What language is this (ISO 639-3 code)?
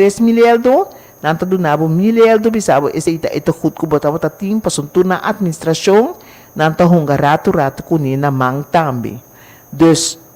pap